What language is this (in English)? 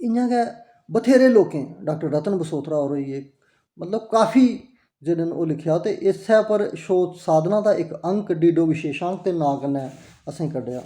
Dogri